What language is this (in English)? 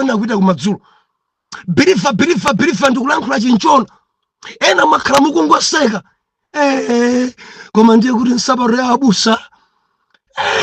Nyanja